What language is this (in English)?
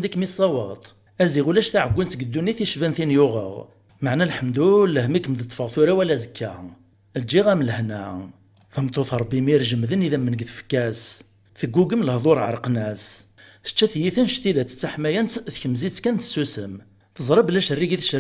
Kabyle